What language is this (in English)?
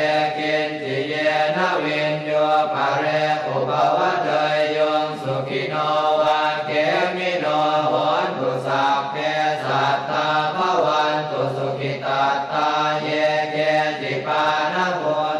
Pali